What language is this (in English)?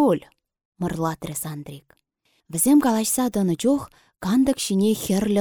Chuvash